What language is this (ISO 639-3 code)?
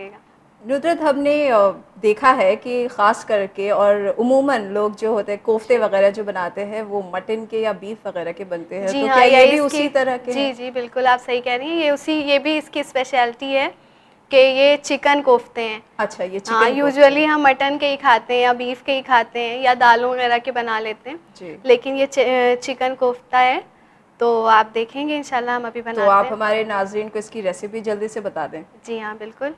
hin